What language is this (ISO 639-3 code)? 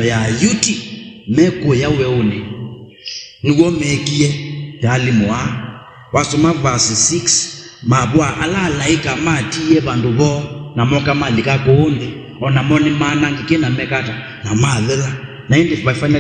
kam